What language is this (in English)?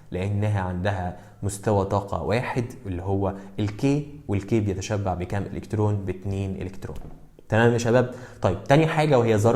Egyptian Arabic